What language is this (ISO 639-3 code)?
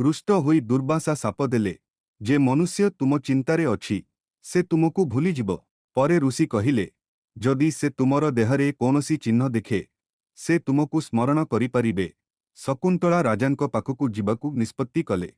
ori